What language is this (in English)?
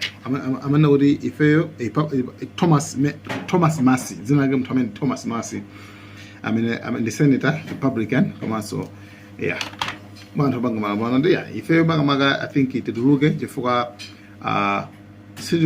Nyanja